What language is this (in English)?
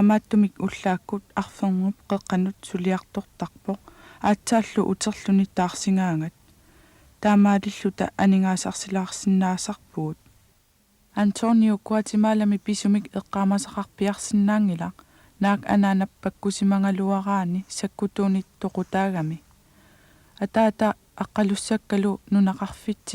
Kalaallisut